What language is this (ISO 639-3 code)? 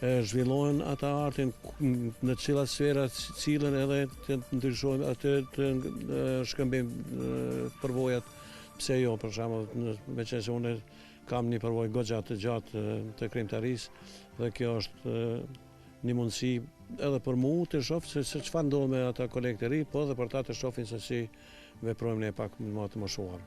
sqi